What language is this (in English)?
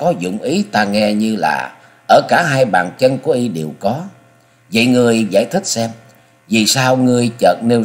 Vietnamese